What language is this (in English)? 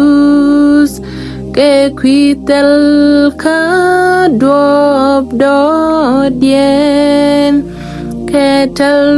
Nuer